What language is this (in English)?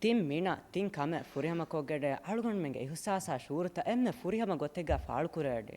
Divehi